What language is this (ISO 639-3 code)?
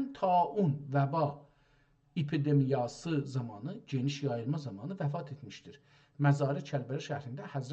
azb